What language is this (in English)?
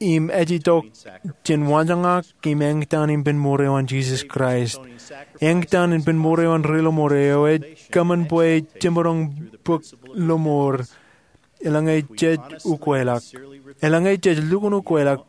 Marshallese